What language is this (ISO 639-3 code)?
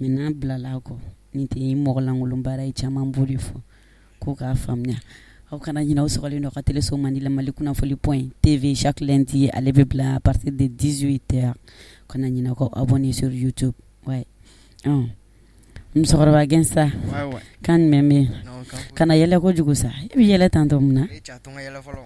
bam